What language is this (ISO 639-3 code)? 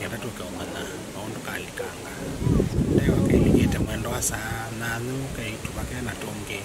kam